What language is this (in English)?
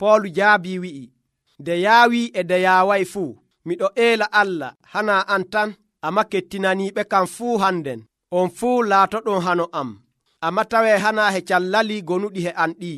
Nigerian Fulfulde